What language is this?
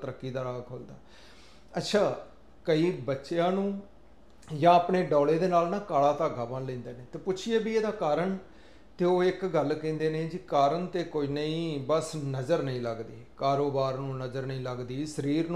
Punjabi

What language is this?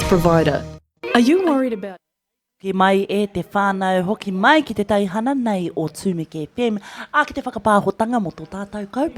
Māori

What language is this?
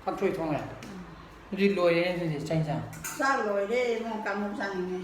Manipuri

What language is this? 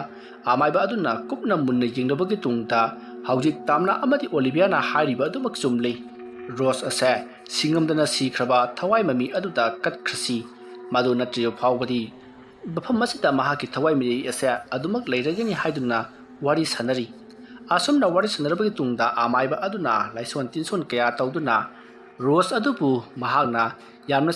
Manipuri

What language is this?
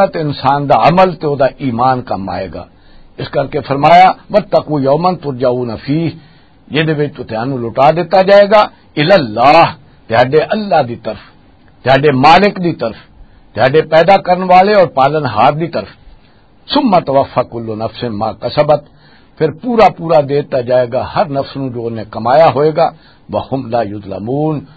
Western Panjabi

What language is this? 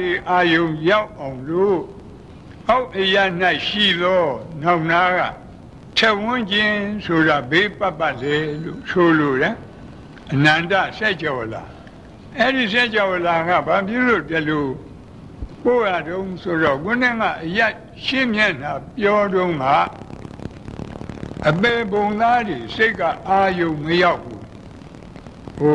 Burmese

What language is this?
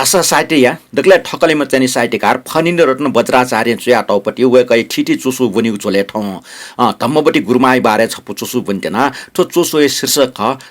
Newari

